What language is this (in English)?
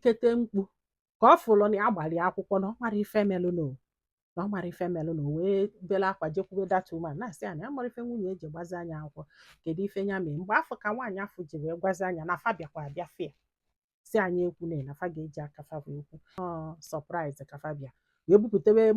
Igbo